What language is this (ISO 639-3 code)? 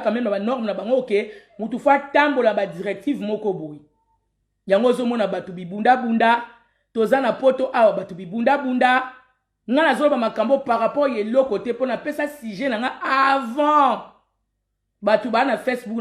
lin